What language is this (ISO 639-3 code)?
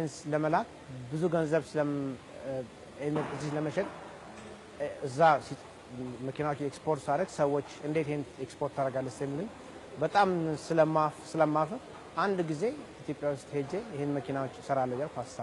amh